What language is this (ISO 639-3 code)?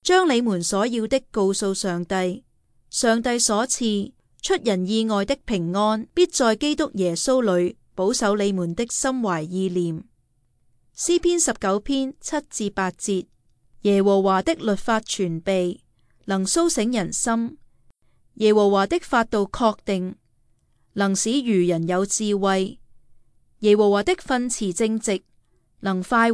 yue